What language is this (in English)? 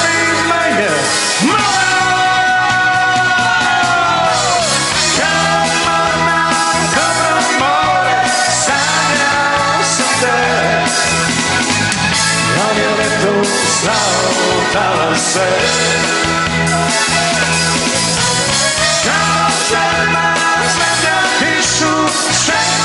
Serbian